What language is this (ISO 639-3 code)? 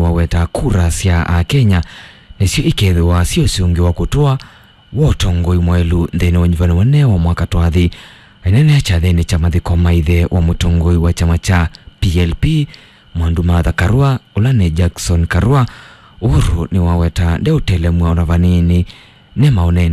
kam